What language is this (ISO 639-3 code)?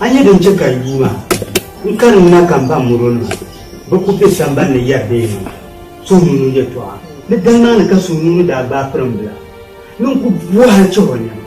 dag